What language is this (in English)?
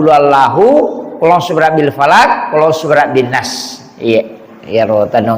Buginese